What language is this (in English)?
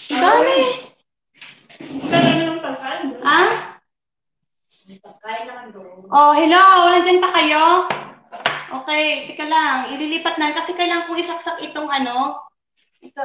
Filipino